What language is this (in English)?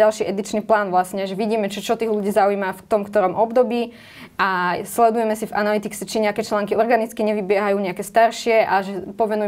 Slovak